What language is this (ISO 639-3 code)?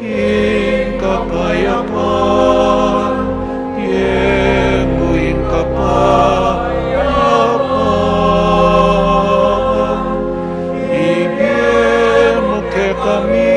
pam